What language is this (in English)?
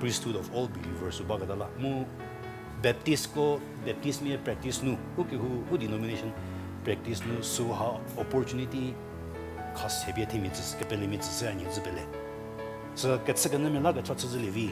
Angami Naga